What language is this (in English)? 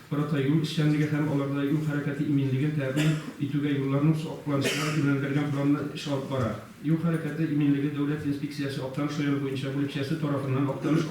Tatar